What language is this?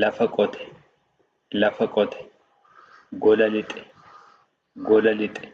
Oromo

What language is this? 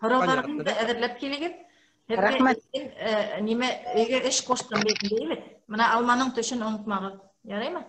Bashkir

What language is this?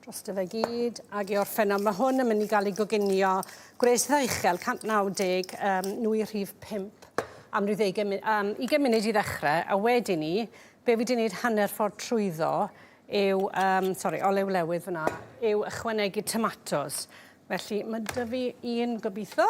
Welsh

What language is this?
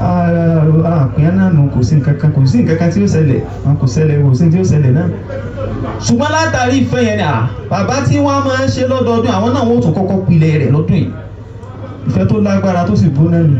Yoruba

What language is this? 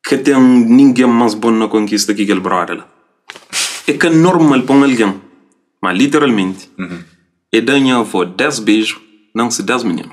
Kabuverdianu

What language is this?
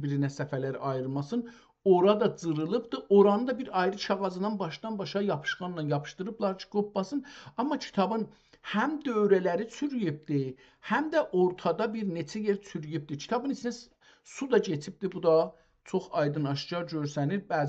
South Azerbaijani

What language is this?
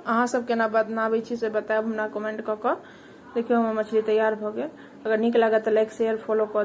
Maithili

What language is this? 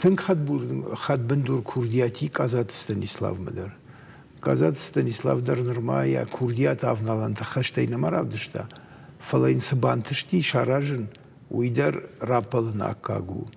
Ossetic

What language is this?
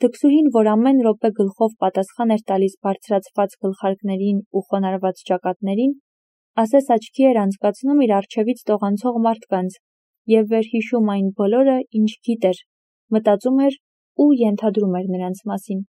Armenian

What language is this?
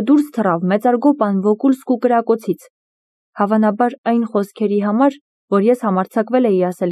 Armenian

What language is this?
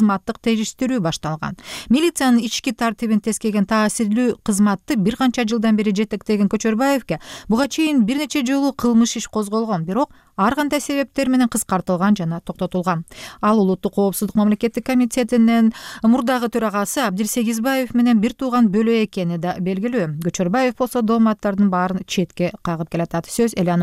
Kyrgyz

